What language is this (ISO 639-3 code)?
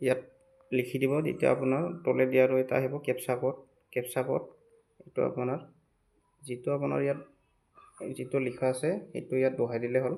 asm